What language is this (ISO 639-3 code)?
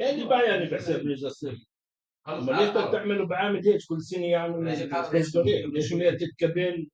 apc